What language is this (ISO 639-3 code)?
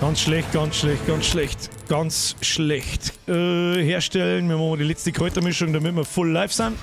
bar